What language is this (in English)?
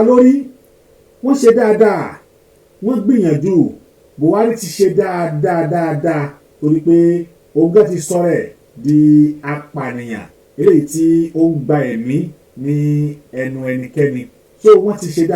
Yoruba